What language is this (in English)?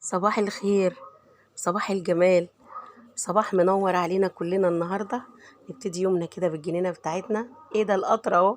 Egyptian Arabic